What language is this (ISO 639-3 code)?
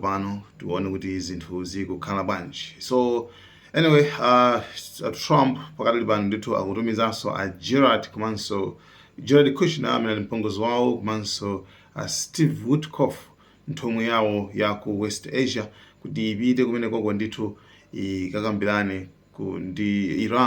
nya